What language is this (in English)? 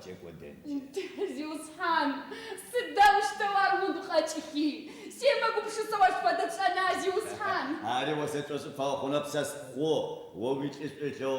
Adyghe